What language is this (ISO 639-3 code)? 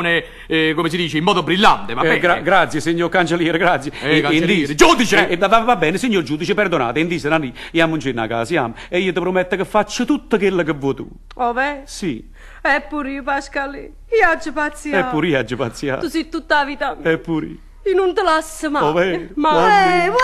nap